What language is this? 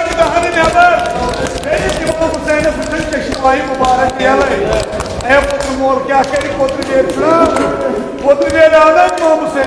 Kashmiri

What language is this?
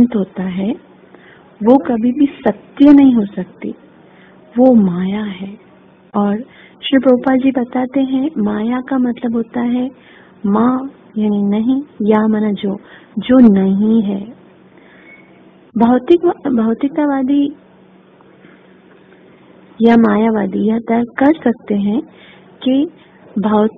Hindi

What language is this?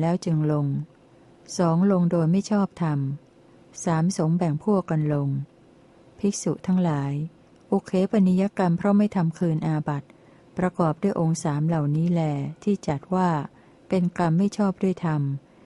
Thai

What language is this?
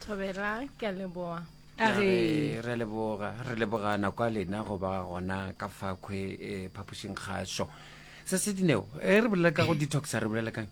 Northern Sotho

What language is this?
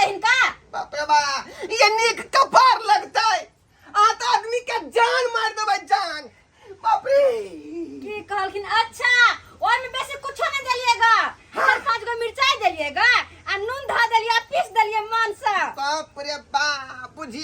Maithili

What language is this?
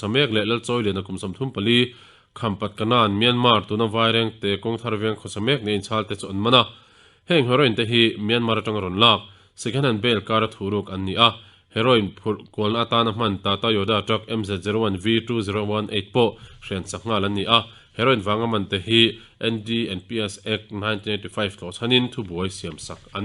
Mizo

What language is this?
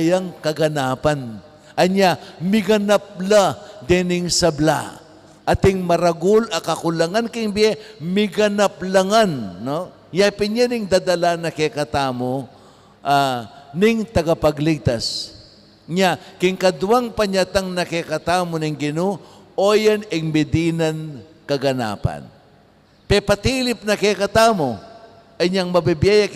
Pampanga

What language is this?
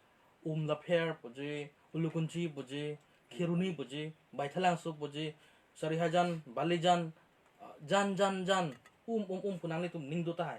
Karbi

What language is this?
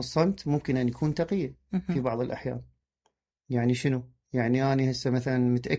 Mesopotamian Arabic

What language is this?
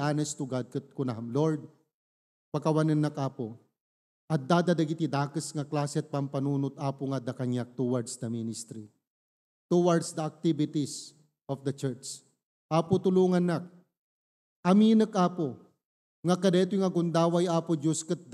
Iloko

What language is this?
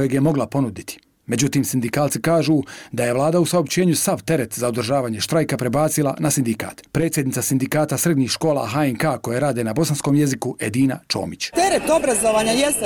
Bosnian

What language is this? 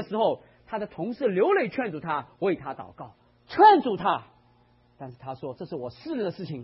Chinese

